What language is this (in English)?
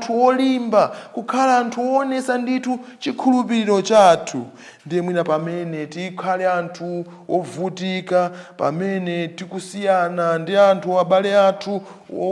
Nyanja